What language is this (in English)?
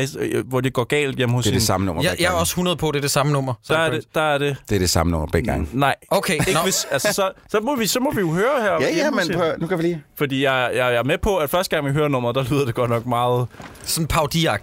Danish